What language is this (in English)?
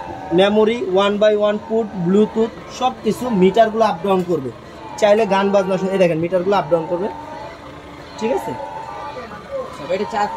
Bangla